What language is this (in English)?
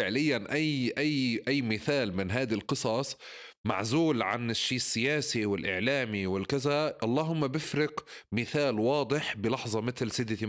North Levantine Arabic